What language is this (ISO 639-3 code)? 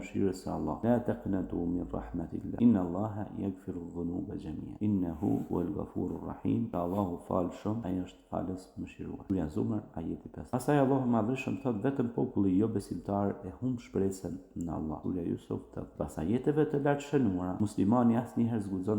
sqi